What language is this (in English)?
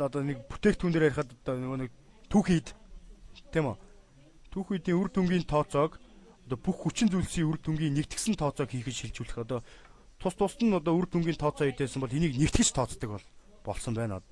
Mongolian